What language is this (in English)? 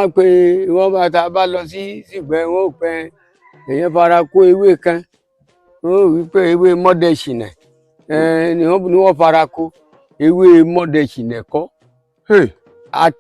Yoruba